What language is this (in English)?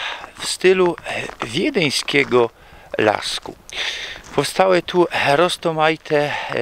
Silesian